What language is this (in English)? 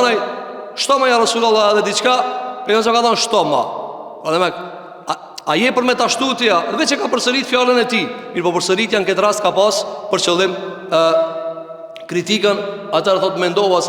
Albanian